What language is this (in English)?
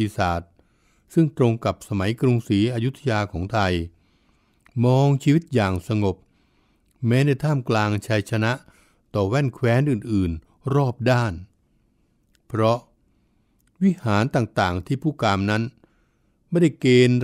Thai